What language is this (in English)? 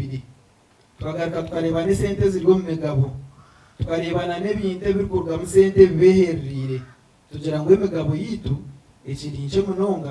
Nyankole